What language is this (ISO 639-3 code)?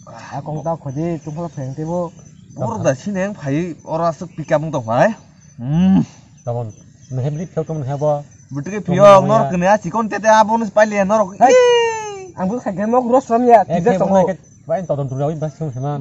trp